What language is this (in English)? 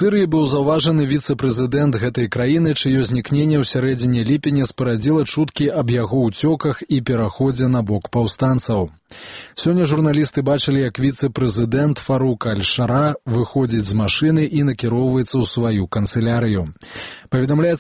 Belarusian